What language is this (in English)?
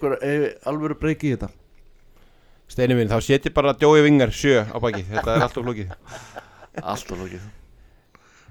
Icelandic